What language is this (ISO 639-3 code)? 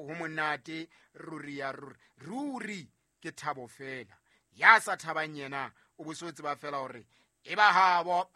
sot